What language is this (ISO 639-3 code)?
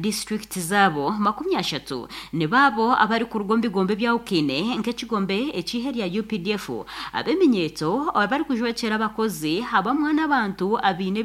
nyn